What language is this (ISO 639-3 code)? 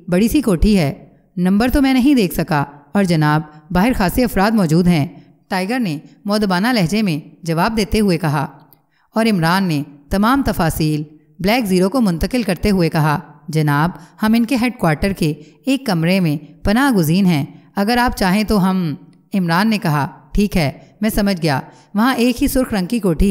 urd